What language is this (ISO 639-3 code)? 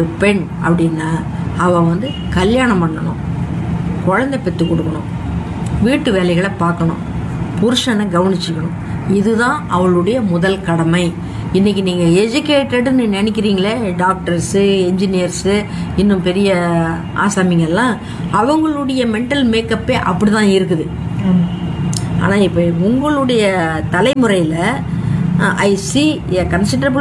tam